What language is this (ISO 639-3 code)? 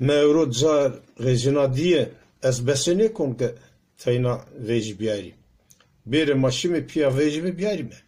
zza